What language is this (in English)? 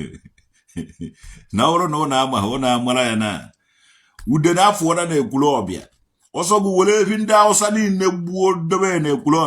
Igbo